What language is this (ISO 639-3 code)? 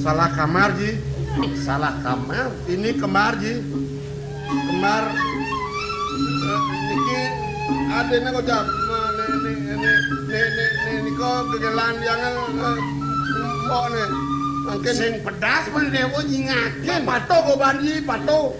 ban